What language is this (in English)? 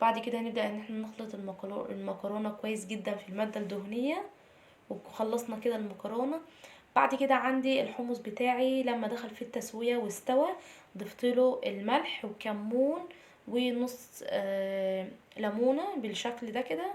Egyptian Arabic